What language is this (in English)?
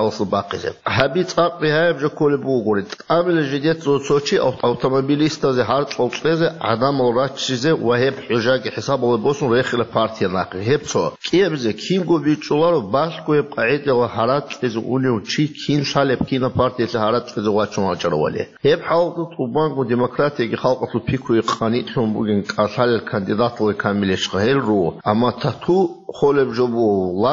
Avaric